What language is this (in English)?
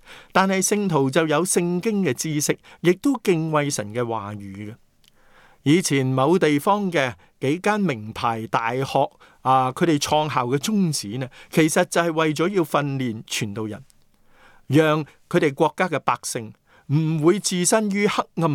Cantonese